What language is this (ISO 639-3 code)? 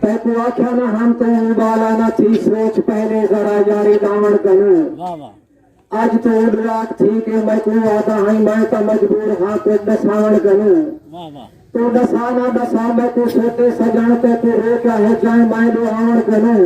skr